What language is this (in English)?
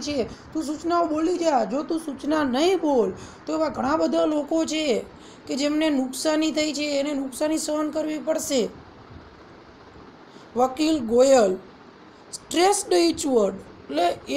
Gujarati